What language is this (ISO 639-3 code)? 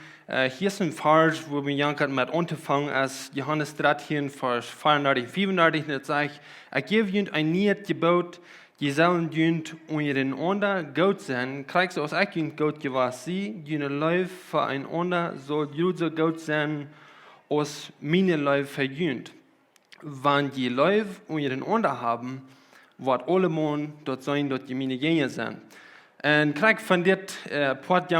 pdt